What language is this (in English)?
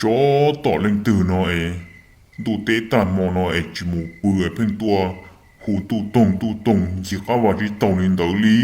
Hmong